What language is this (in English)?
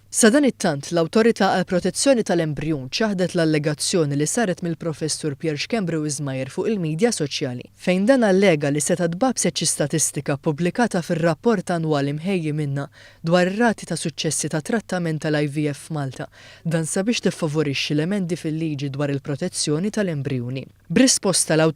Maltese